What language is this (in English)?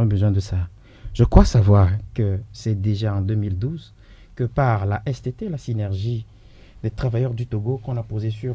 French